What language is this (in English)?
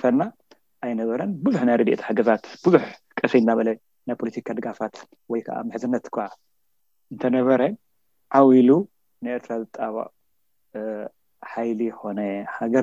Tigrinya